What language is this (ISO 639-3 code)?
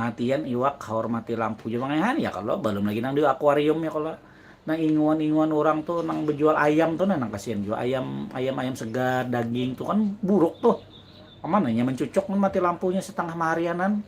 bjn